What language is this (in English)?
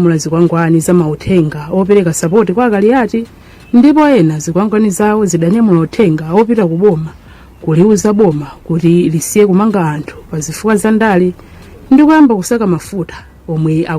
Nyanja